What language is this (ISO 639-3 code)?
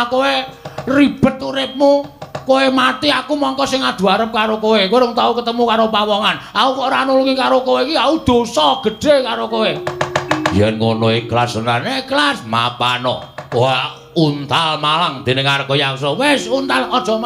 jav